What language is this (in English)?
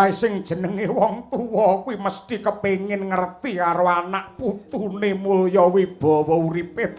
Javanese